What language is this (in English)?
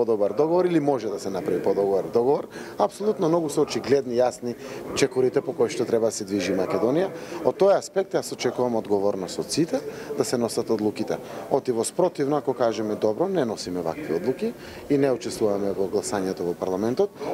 Macedonian